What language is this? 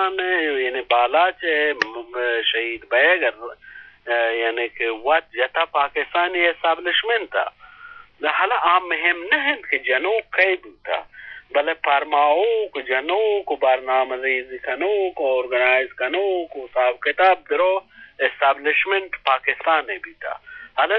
Eastern Balochi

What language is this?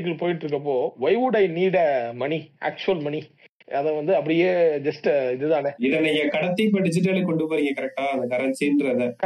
Tamil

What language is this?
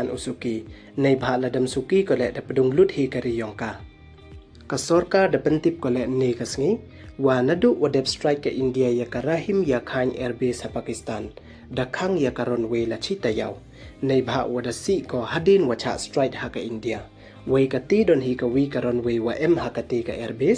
Pnar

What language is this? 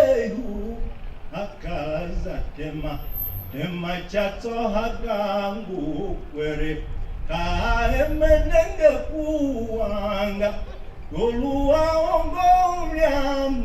Tiv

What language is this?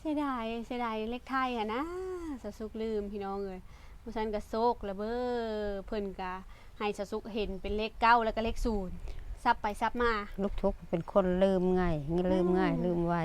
Lao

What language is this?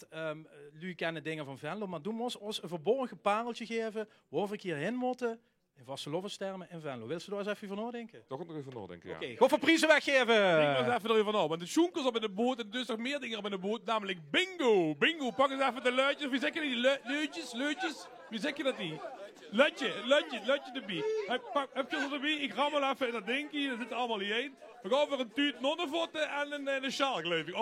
Limburgish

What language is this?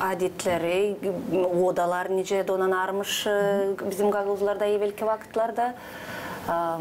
Gagauz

